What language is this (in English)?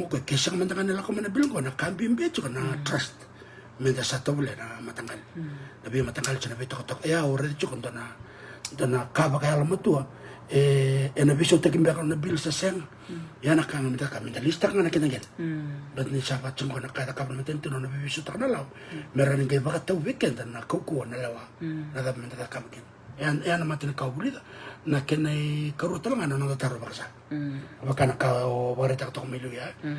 Fijian